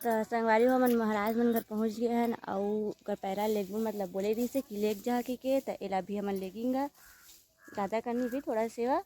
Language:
Chhattisgarhi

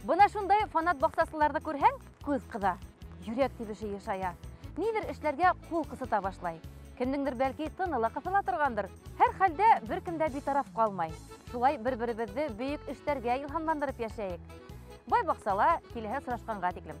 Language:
Bashkir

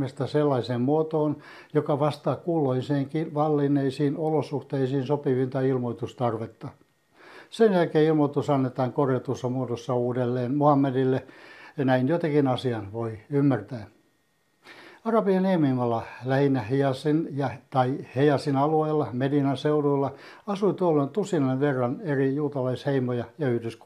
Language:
Finnish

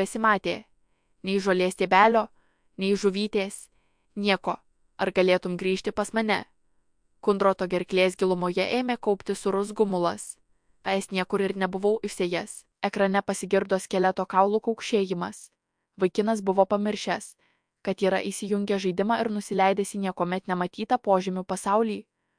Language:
Lithuanian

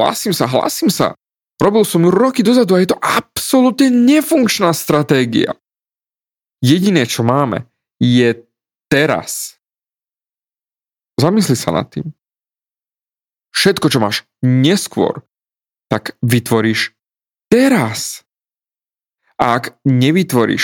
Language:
Slovak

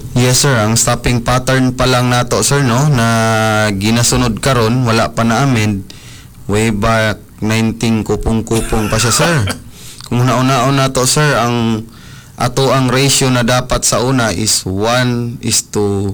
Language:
Cebuano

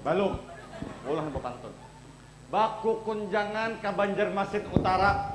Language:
Banjar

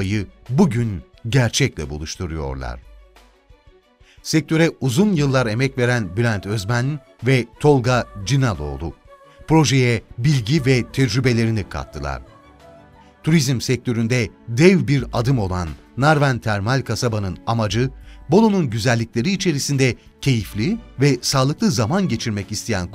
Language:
Turkish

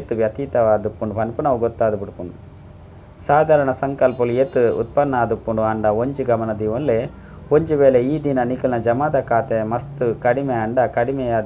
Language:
Tulu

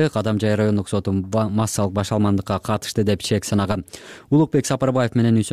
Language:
Kyrgyz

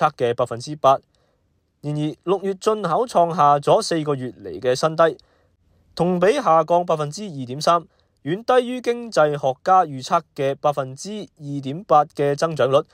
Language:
Cantonese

